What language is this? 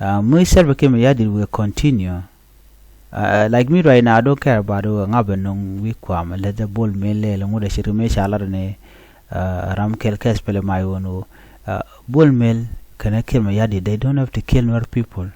Nuer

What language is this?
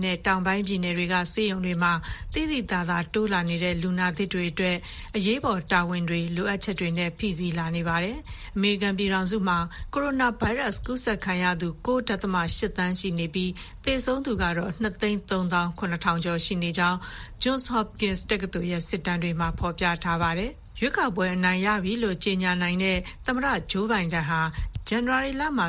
Burmese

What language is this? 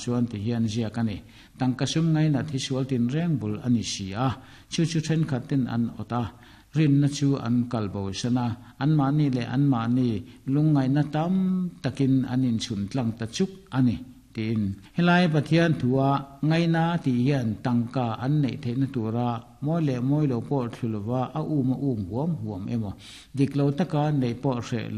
Mizo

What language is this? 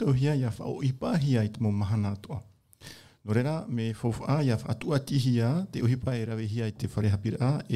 Tahitian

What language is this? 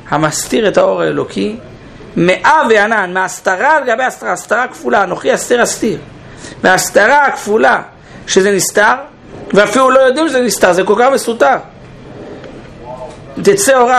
Hebrew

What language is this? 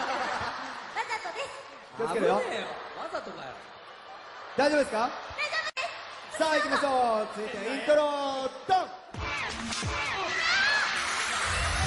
Japanese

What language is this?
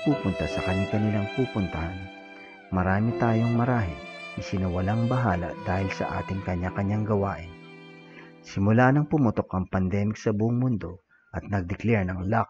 Filipino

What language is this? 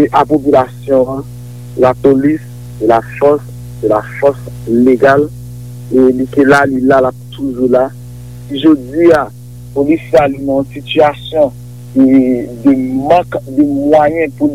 Haitian Creole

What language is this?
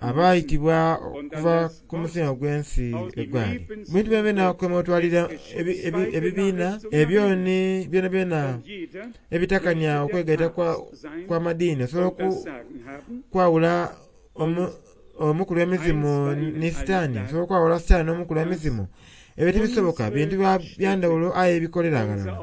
Soga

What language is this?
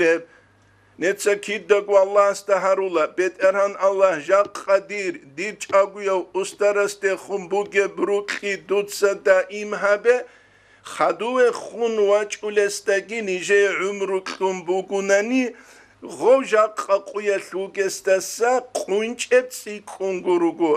Avaric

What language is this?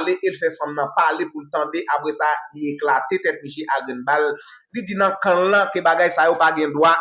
Haitian Creole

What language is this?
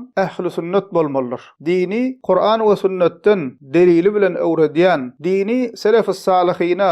Turkmen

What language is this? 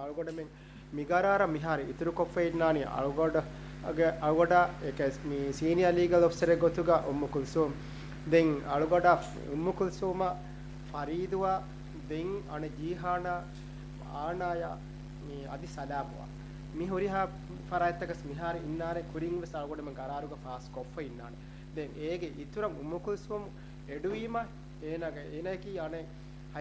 Divehi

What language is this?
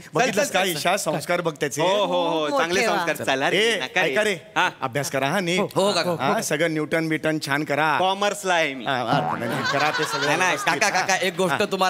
Marathi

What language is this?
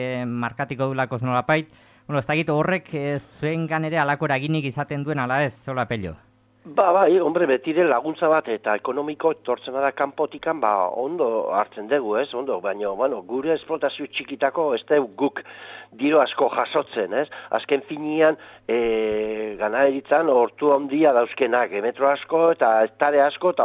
Basque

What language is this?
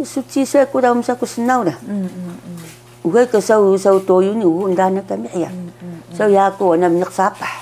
Taroko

